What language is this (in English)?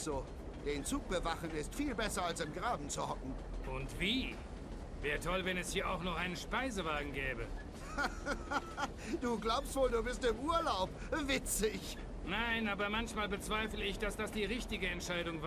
Bavarian